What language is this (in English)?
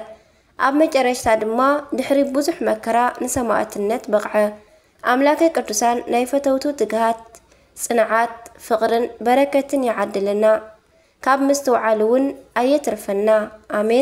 Tigrinya